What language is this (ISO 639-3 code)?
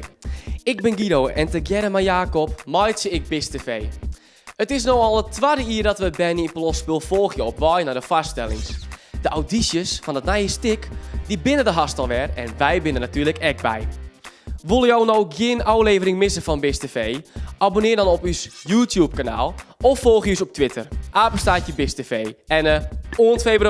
fry